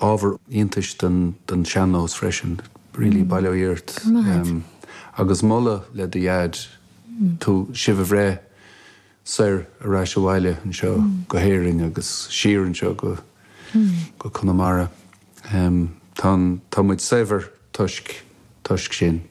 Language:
Irish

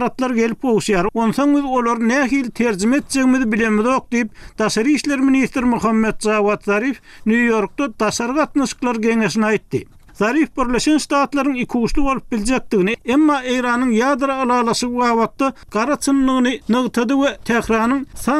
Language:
Turkmen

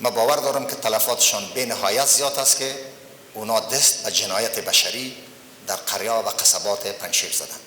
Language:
Persian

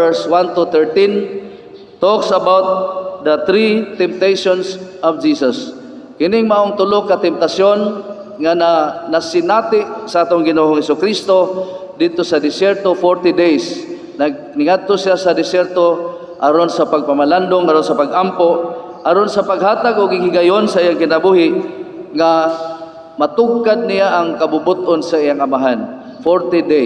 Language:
Cebuano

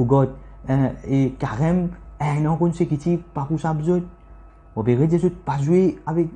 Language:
Morisyen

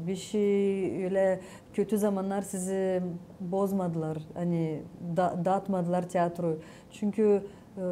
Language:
Gagauz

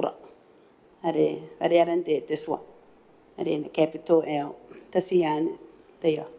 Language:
Gilbertese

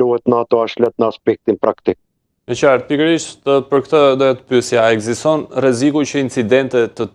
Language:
Albanian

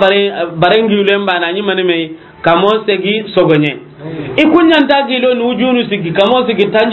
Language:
Soninke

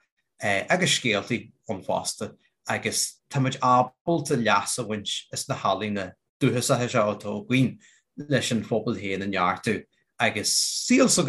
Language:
Irish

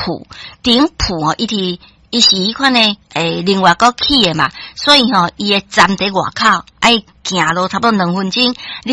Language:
Min Nan Chinese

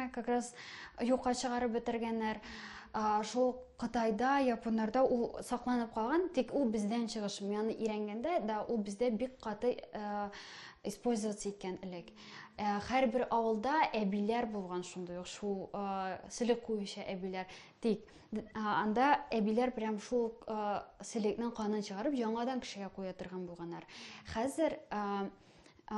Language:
Tatar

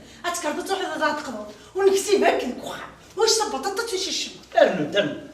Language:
Kabyle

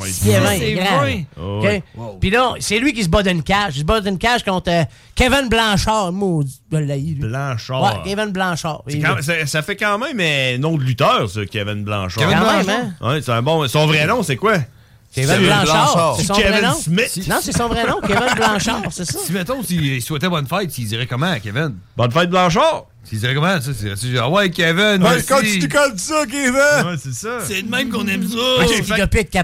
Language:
French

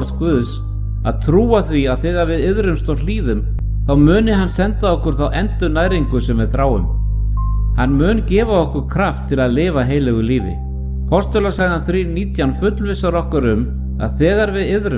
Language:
Icelandic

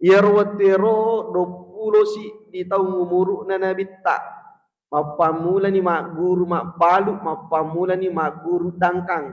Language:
Buginese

